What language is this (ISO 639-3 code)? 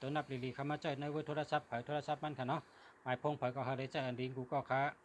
shn